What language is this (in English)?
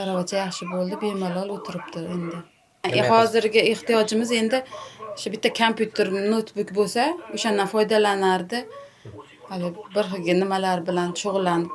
Uzbek